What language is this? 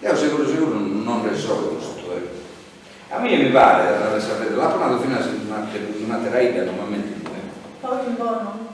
Sardinian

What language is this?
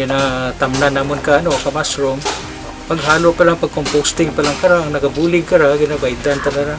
Kinaray-a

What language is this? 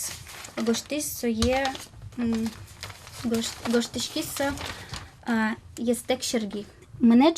Udmurt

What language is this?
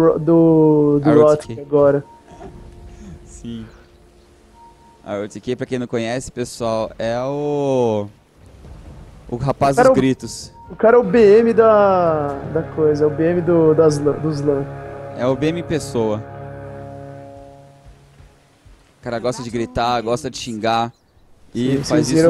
Portuguese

